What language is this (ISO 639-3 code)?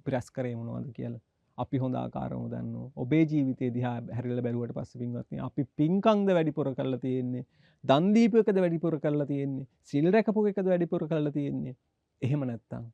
sin